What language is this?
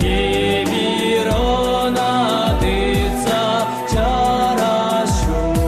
Chuvash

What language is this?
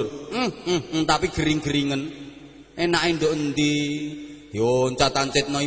Javanese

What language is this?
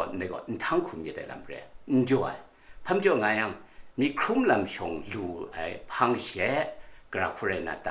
Kachin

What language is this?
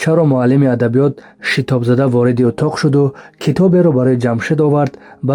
Tajik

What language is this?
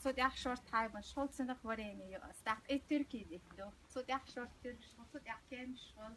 Chechen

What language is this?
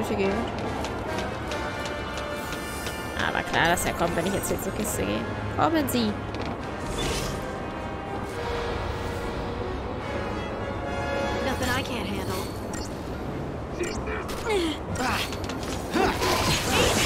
German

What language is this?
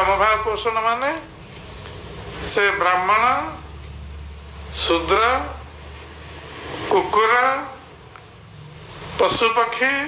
Odia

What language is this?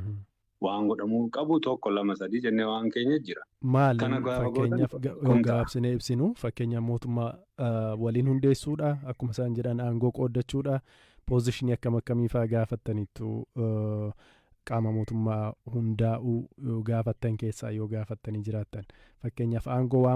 Oromo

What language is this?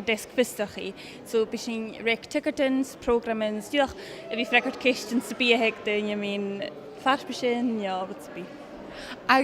Scottish Gaelic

